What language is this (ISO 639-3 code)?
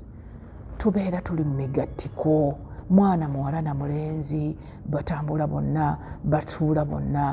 lug